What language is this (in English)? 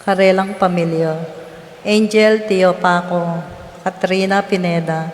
Pampanga